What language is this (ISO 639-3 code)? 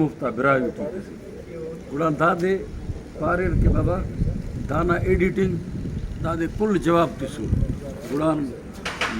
brh